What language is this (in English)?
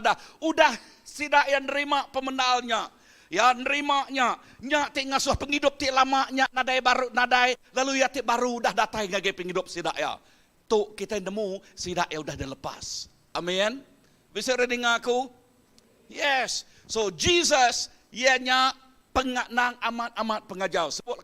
Iban